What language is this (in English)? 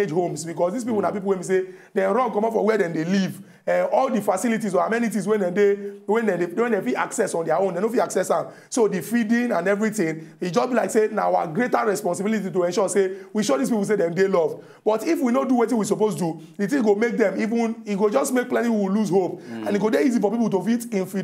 Nigerian Pidgin